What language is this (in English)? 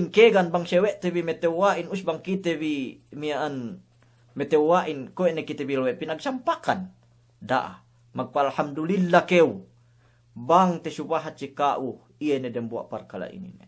Yakan